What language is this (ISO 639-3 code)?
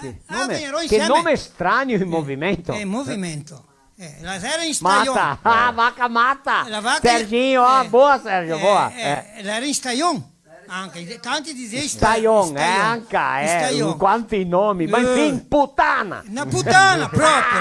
vec